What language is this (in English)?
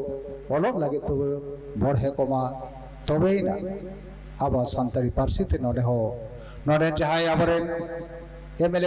Santali